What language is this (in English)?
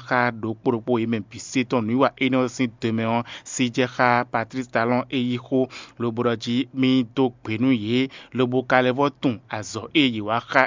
Fon